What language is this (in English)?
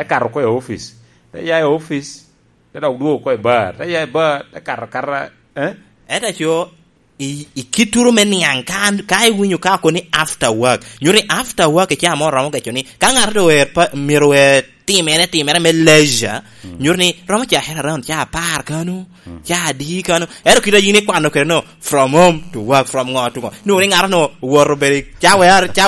Lango (Uganda)